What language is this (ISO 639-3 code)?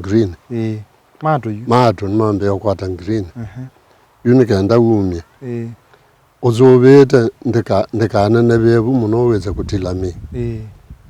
kam